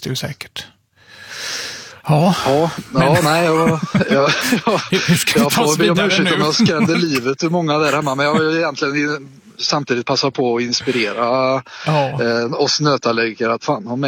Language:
Swedish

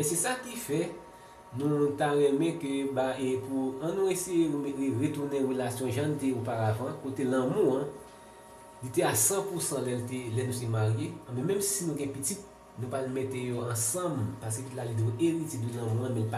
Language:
Haitian Creole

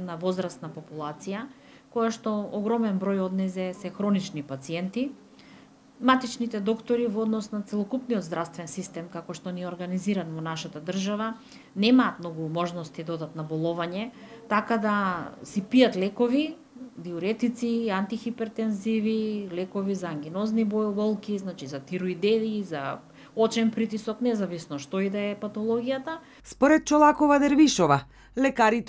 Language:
Macedonian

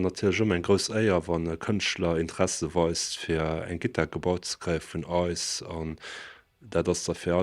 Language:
Luxembourgish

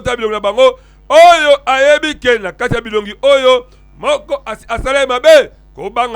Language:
Lingala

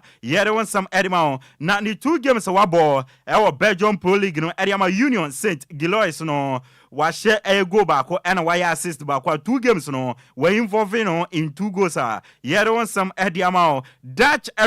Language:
Akan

